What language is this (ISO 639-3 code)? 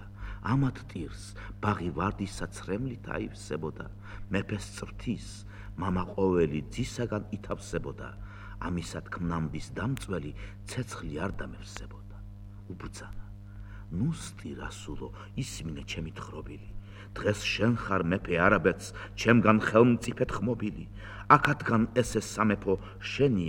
kat